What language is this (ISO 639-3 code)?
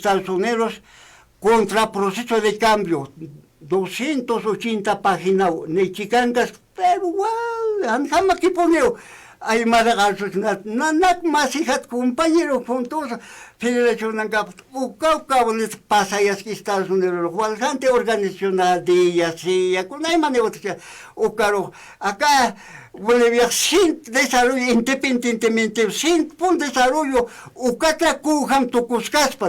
aym